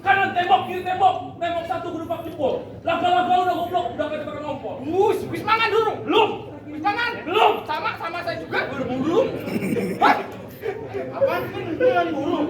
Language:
Betawi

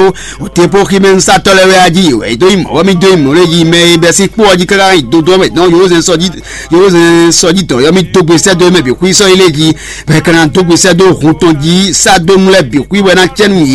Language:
Fon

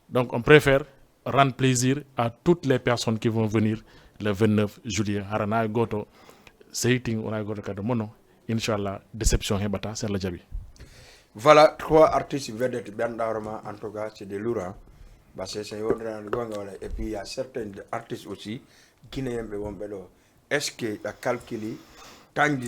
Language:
Fula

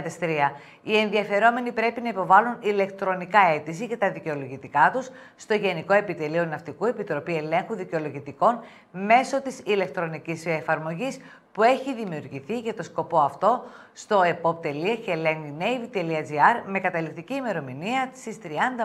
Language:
Greek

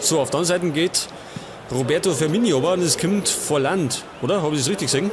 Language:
Bavarian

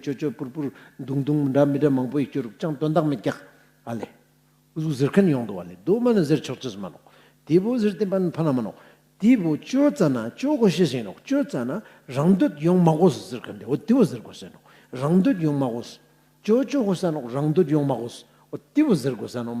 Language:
Ladakhi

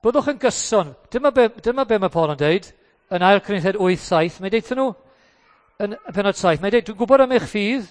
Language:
Welsh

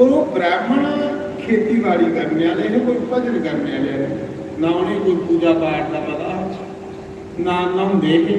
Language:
Dogri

